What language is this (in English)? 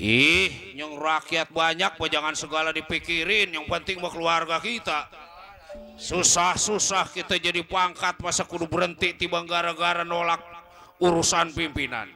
Betawi